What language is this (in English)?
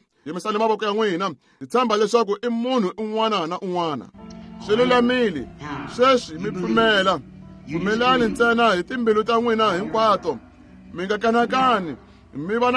Tsonga